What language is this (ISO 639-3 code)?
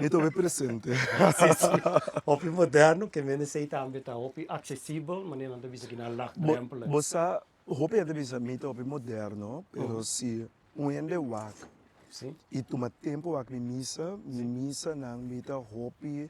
pap